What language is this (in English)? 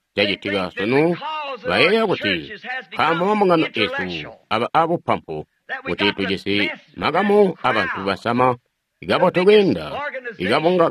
Tonga (Zambia)